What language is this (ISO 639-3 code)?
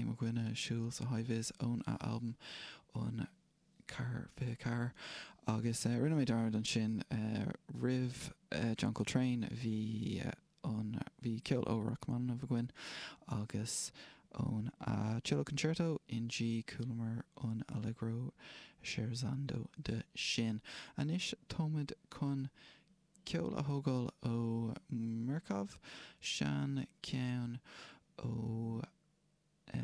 gle